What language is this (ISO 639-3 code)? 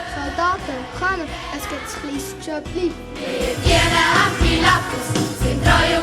gsw